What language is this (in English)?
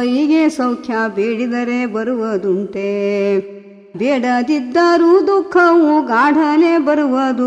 Kannada